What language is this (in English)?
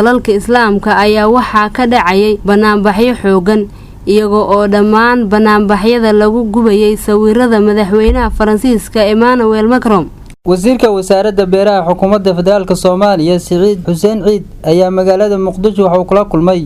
Somali